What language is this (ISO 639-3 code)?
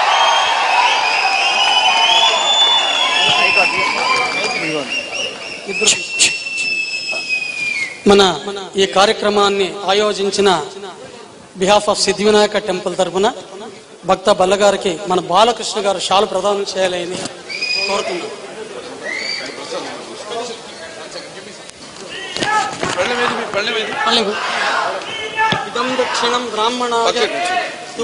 tel